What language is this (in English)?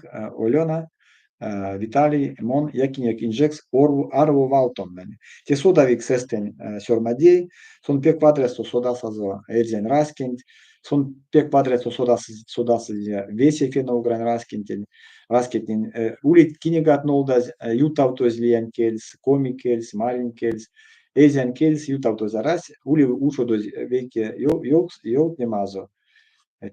Erzya